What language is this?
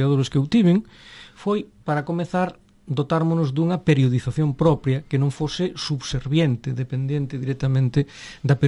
Galician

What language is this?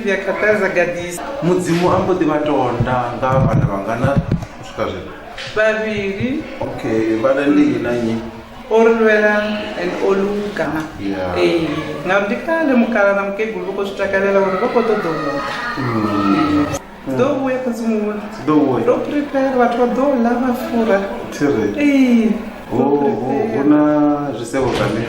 Venda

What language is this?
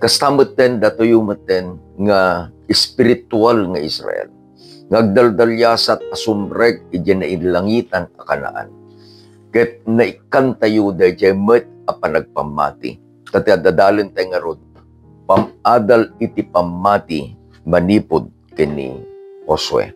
Iloko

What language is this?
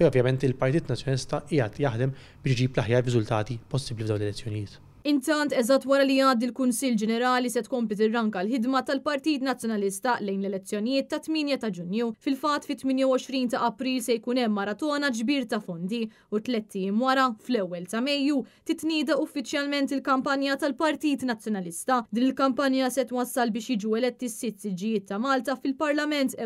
Maltese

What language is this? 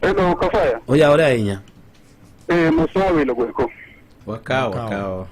Luo (Kenya and Tanzania)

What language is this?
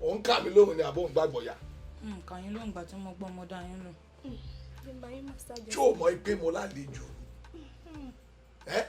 Yoruba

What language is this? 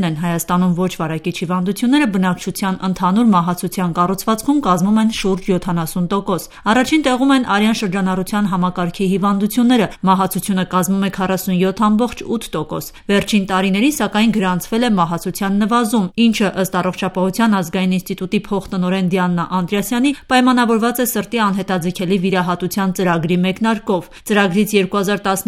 Armenian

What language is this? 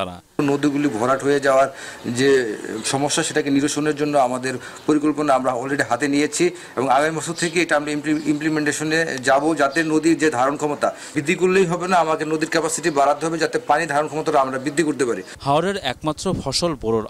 Bangla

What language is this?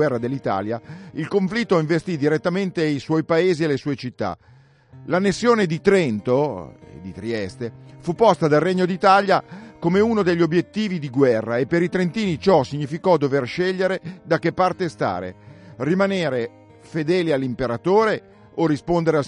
Italian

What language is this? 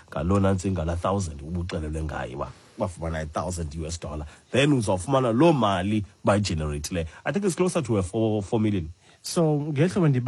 Xhosa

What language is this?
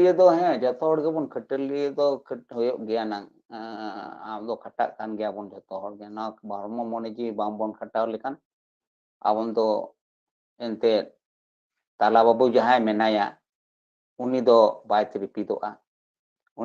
Santali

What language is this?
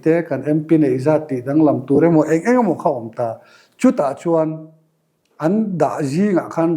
Mizo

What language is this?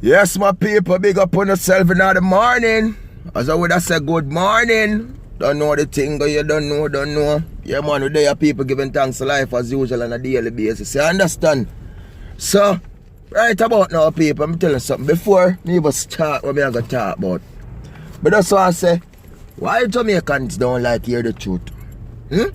Jamaican Creole English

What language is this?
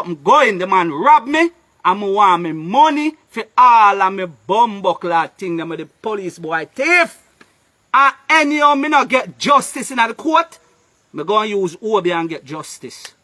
Jamaican Creole English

